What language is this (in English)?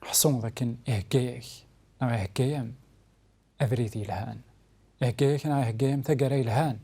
Kabyle